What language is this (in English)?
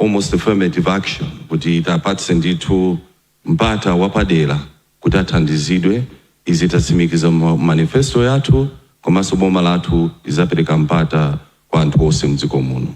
Nyanja